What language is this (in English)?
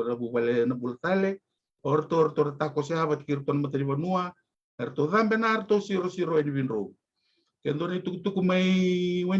Fijian